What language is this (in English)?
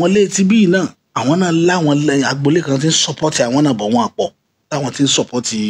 Yoruba